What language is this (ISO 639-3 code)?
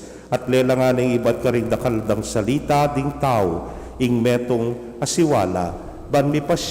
pam